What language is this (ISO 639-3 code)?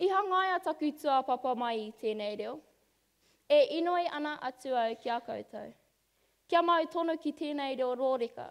mri